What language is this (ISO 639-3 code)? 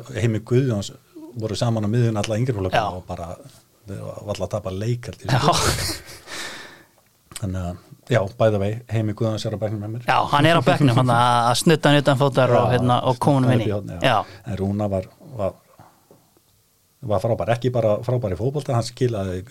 isl